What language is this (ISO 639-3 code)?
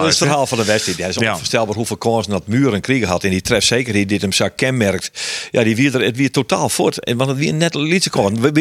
fry